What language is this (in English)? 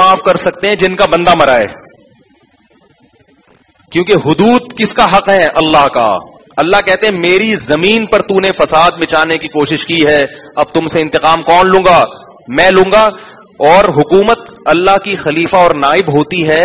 Urdu